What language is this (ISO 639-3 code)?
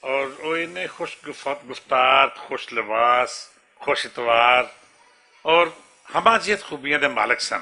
lah